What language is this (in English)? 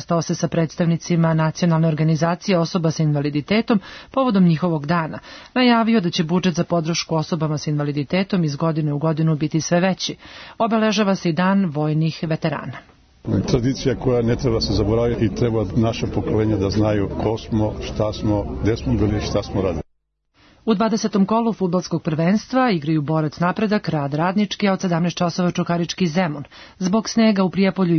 Serbian